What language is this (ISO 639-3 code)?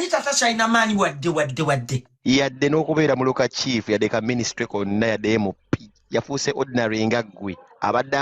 lug